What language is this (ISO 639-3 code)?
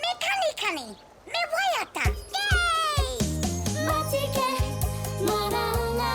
mri